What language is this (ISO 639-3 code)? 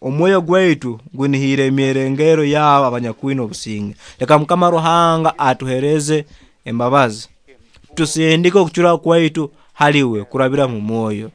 nyo